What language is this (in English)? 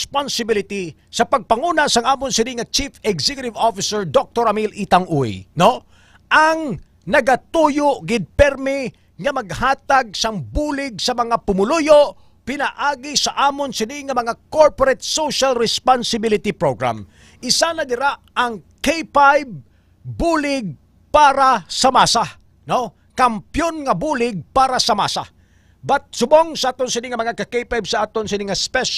Hiligaynon